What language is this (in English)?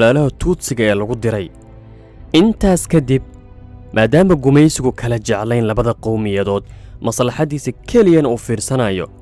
Somali